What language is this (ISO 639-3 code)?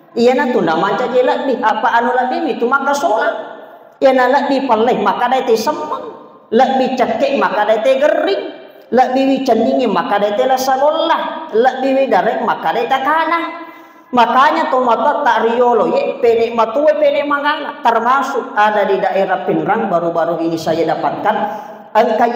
bug